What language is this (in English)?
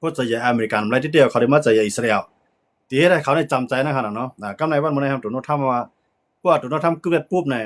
Shan